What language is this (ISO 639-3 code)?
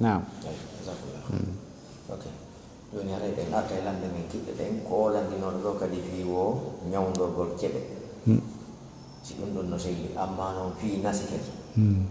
ful